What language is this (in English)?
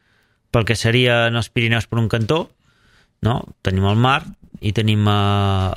Catalan